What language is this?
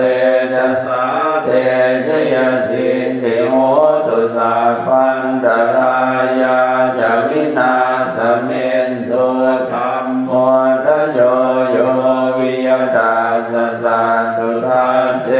Pali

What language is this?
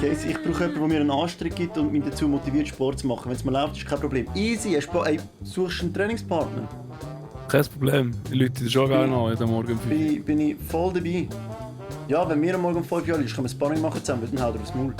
Swiss German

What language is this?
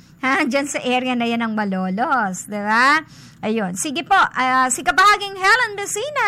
Filipino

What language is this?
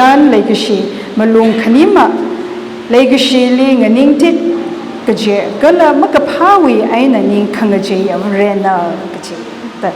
Tangkhul Naga (India)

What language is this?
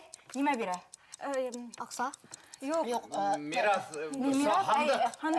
Bashkir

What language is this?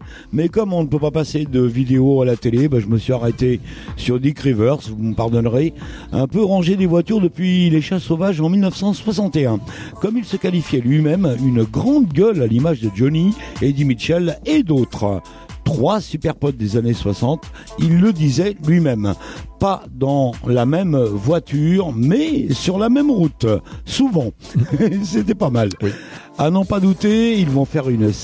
French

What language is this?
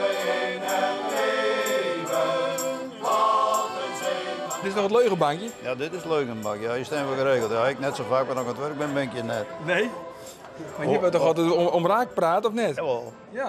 Western Frisian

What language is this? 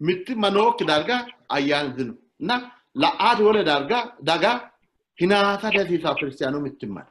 Sidamo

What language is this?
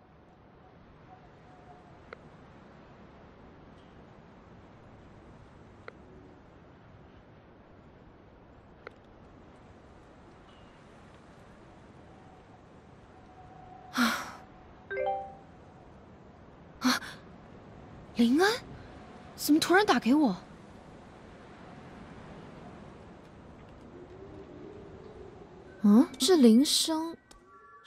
Chinese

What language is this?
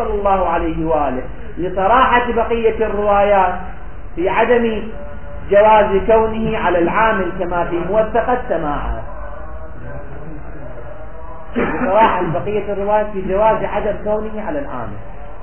Arabic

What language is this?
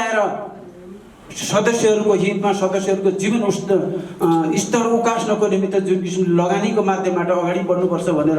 Nepali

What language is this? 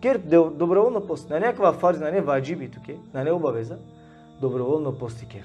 Balkan Romani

